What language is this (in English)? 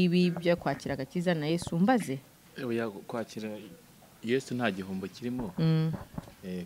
Kinyarwanda